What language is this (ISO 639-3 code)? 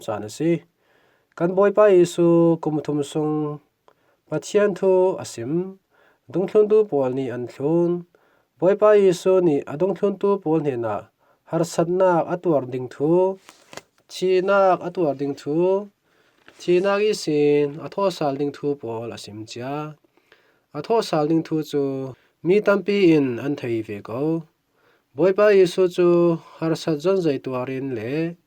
cfm